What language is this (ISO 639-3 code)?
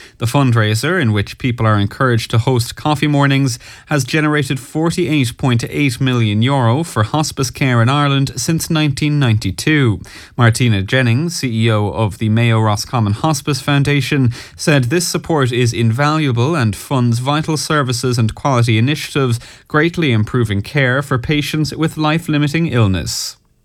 eng